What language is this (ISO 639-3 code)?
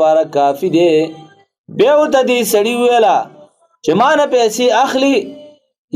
pus